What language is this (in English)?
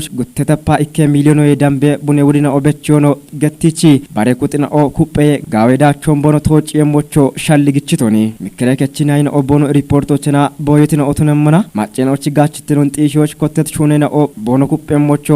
Kafa